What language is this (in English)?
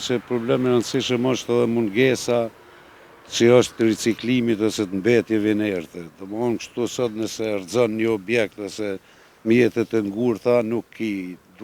Albanian